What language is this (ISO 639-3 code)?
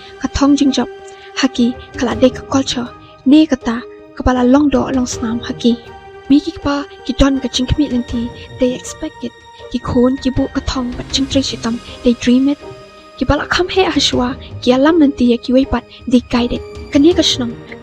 kha